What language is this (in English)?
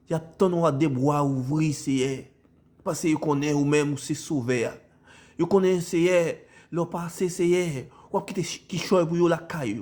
Haitian Creole